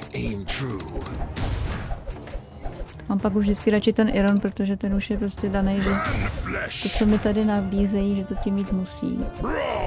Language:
Czech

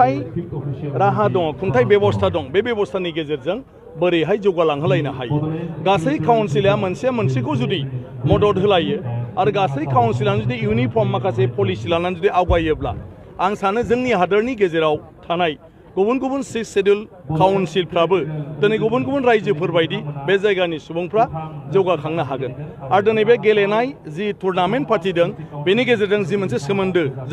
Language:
Bodo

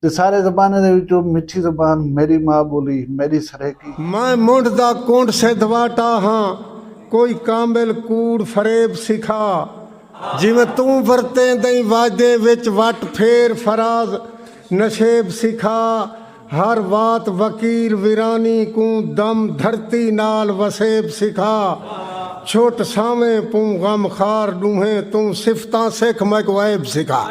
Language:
Saraiki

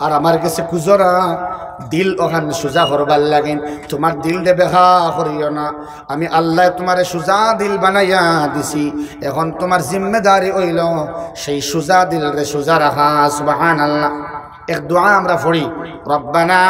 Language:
Sylheti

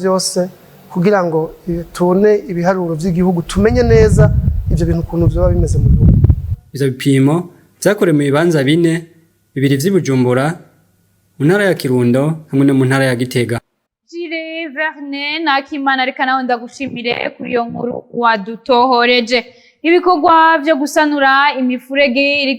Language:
Rundi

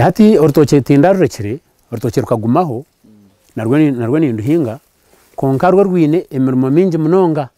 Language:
Nyankole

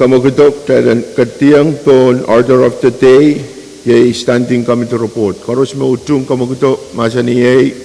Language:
Pohnpeian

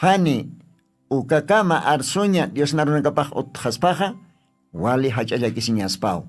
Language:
Aymara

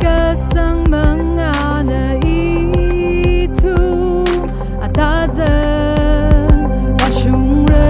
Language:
Tangkhul Naga (India)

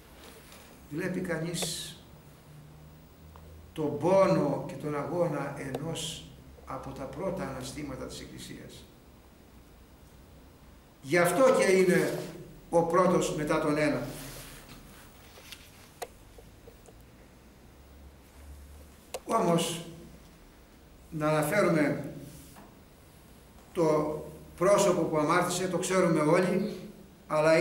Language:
Greek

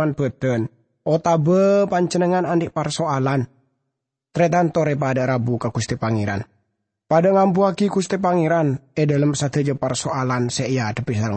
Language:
Madurese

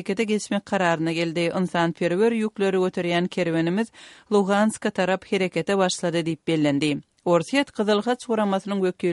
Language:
Kyrgyz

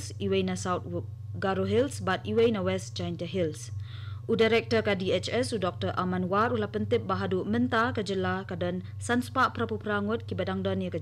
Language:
Khasi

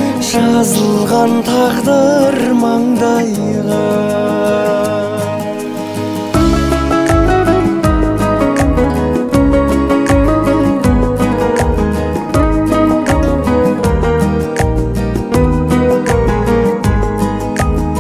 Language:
Kazakh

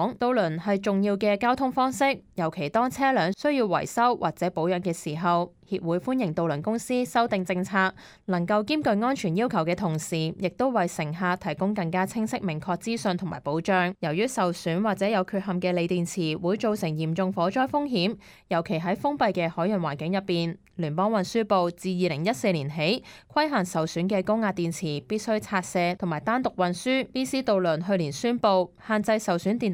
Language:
Cantonese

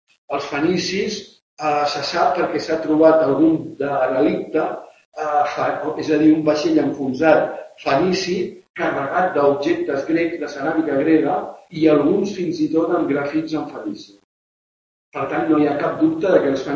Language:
Catalan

